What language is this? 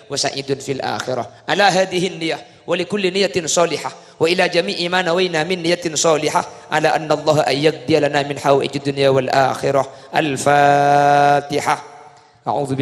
Madurese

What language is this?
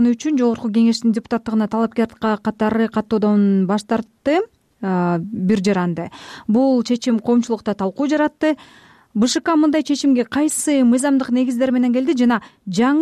Kyrgyz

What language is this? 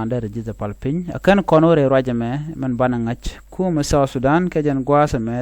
Nuer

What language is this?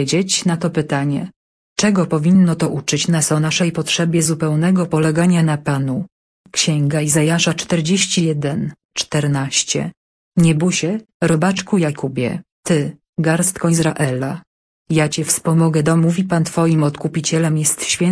Polish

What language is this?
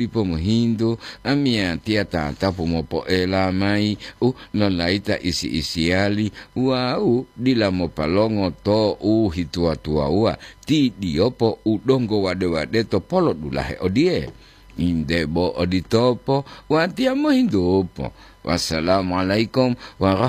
Gorontalo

